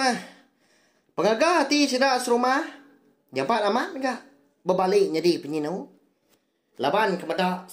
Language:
Iban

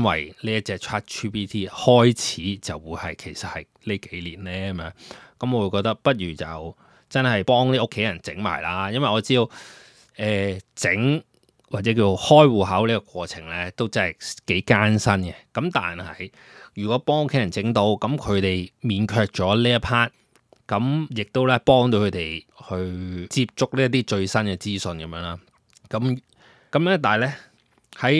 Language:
Cantonese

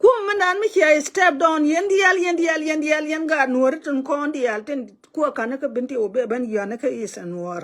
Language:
Nuer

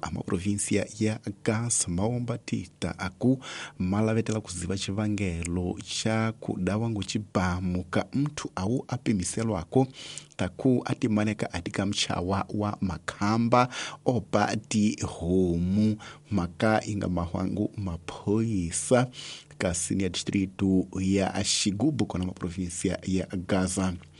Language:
Tsonga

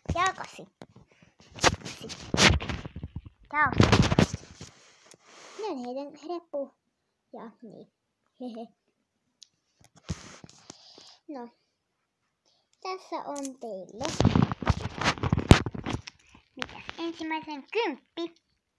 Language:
Finnish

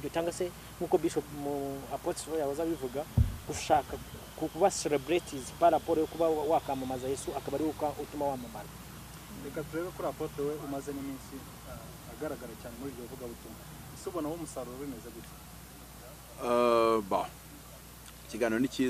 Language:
Kinyarwanda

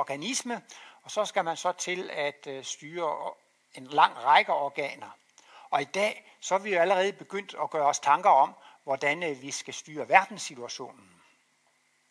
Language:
Danish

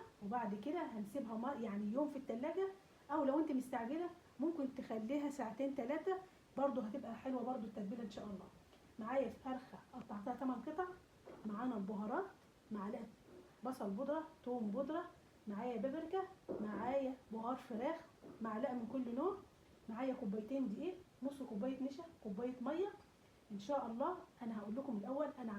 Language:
Egyptian Arabic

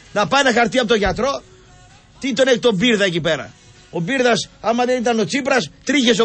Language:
Greek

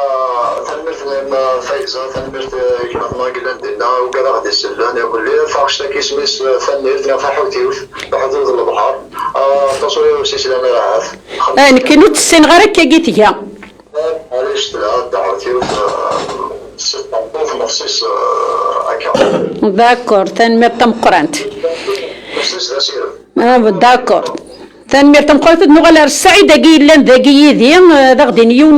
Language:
Kabyle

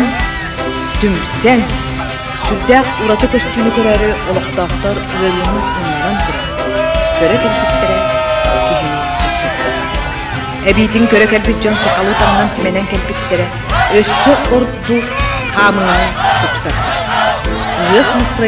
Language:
Yakut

